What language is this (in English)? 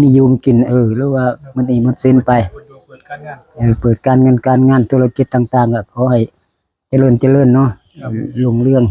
Northeastern Thai